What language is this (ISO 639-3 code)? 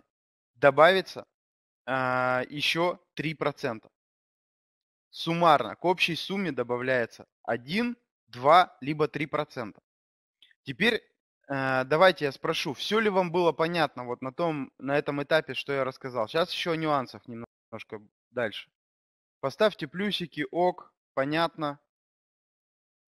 rus